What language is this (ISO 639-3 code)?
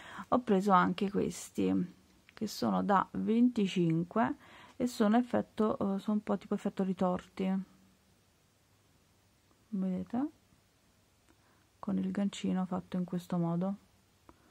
ita